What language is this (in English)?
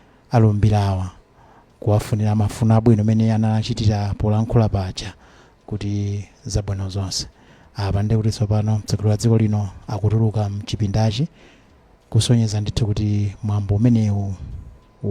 Nyanja